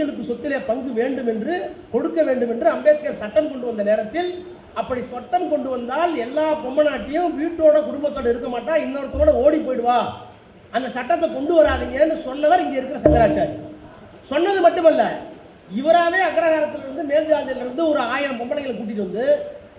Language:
Tamil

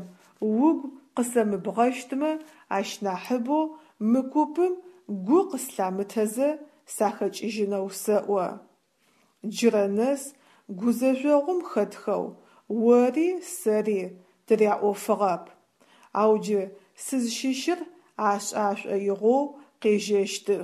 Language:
Adyghe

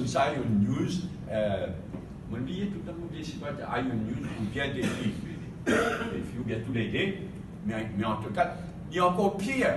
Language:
Morisyen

